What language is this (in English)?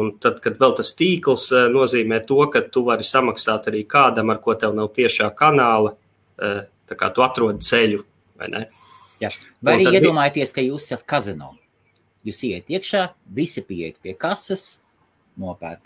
Latvian